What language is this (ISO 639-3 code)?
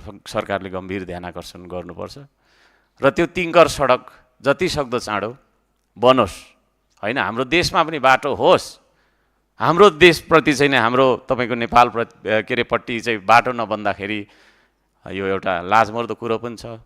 nep